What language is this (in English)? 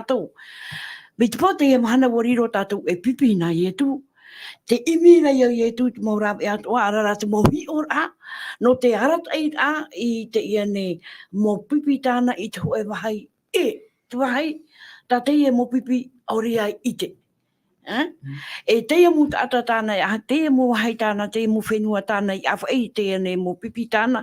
Tahitian